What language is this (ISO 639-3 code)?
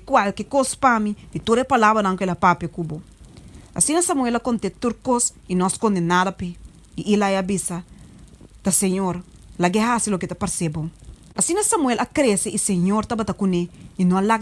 pap